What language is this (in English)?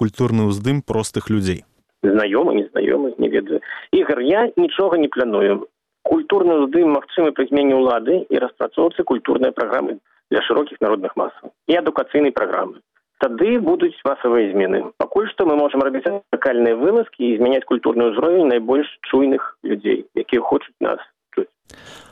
Belarusian